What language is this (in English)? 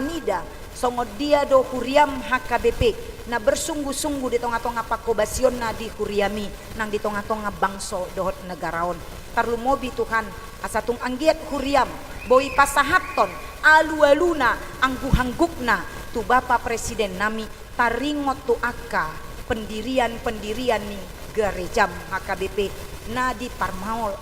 Batak Toba